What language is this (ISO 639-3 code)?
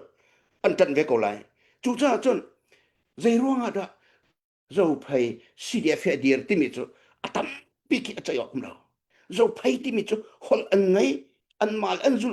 cnh